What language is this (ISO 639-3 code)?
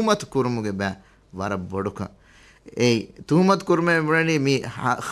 div